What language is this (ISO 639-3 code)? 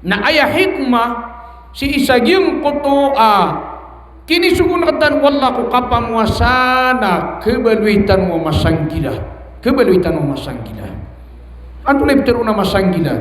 mrw